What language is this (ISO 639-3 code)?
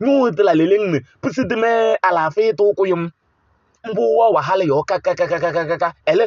kbp